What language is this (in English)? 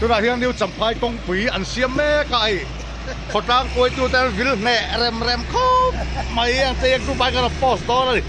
Mizo